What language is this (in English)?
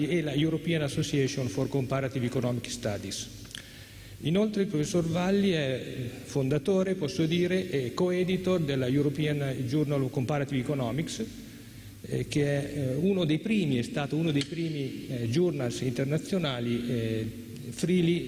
Italian